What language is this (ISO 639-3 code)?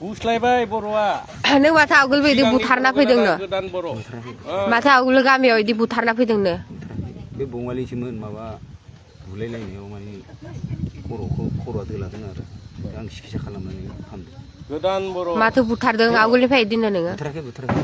brx